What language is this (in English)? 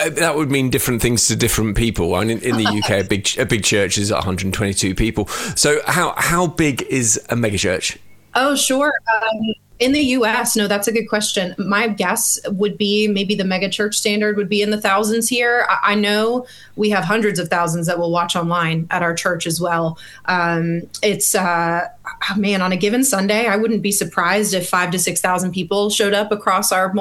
English